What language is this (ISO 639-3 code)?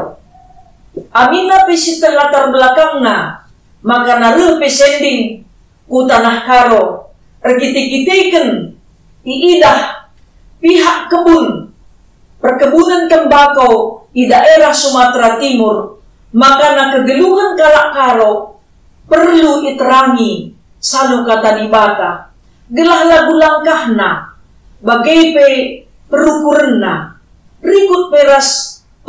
btx